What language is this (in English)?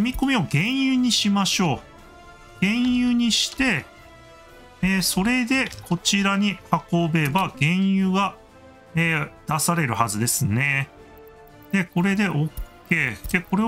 Japanese